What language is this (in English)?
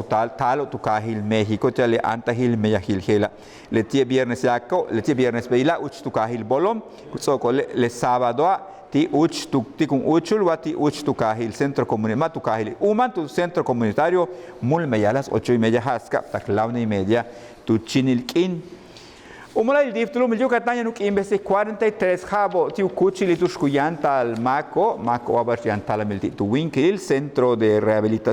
Yucateco